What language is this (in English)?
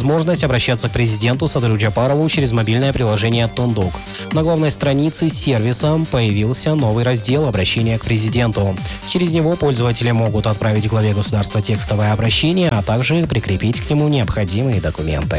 Russian